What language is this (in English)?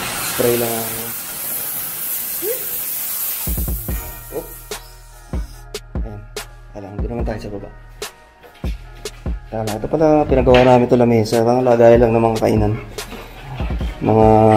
Filipino